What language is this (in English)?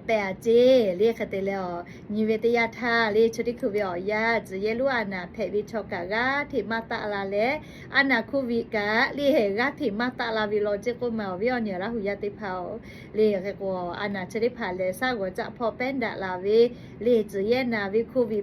Lahu